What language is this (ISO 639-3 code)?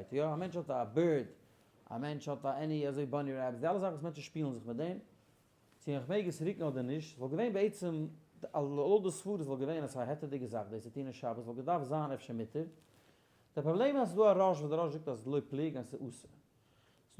yid